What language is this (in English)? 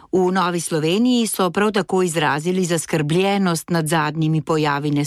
Slovenian